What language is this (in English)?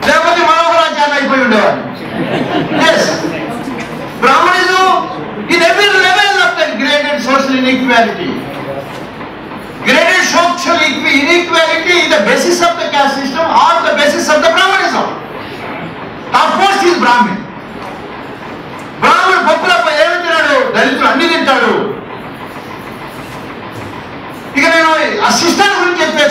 Telugu